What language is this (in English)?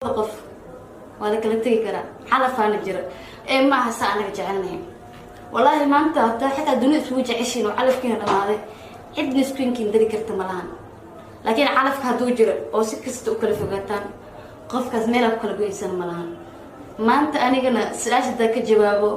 Somali